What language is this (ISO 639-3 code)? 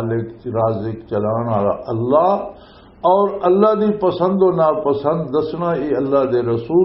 lah